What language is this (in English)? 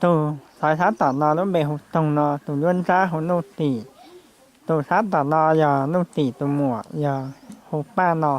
Hmong